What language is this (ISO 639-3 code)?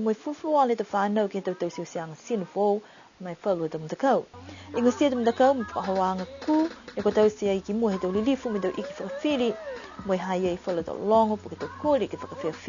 niu